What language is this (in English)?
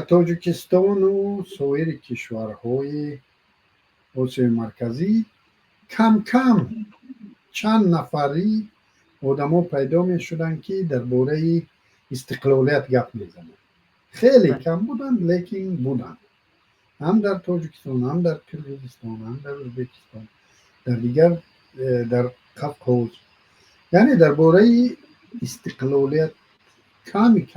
Tajik